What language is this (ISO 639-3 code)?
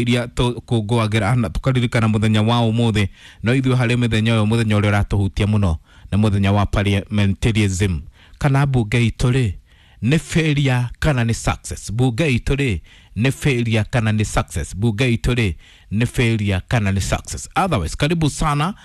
kik